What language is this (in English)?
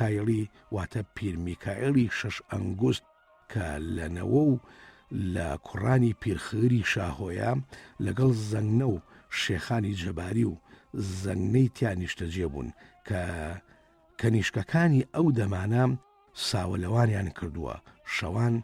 Central Kurdish